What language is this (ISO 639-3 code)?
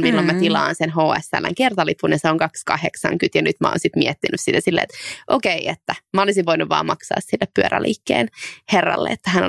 fin